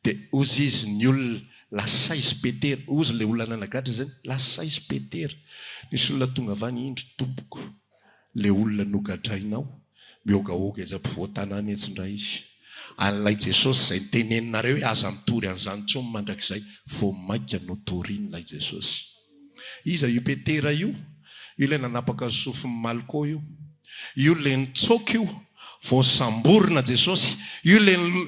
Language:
Malagasy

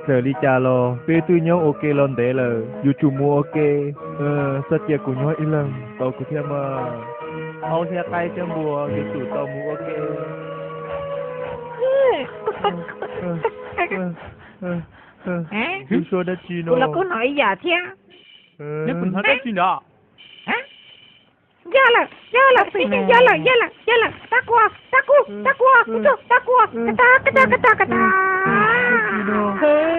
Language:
Vietnamese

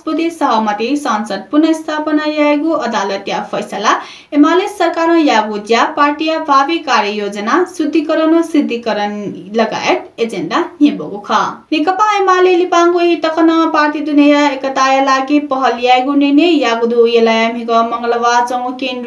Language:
Newari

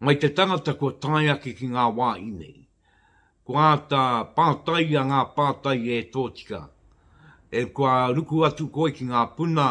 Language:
Māori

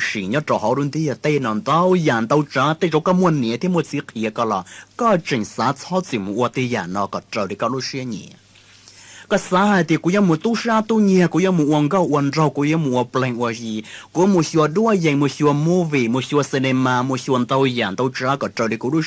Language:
Hmong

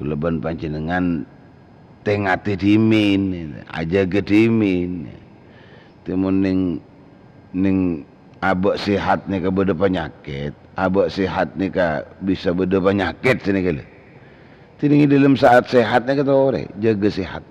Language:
Madurese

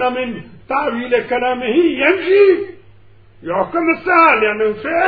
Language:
Mesopotamian Arabic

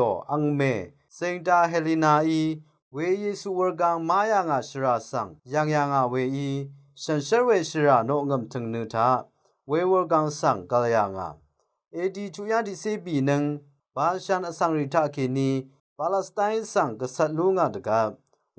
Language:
Rawang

